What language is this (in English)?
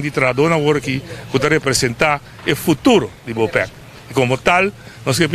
Papiamento